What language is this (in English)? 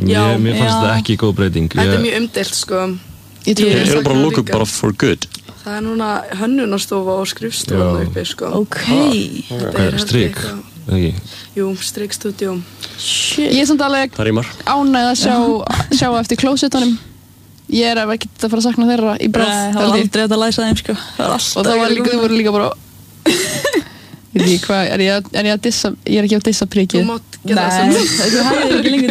Icelandic